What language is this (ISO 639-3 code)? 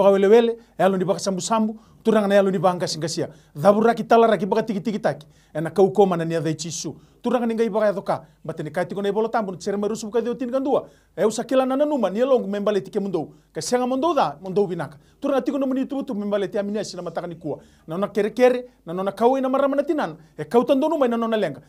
fij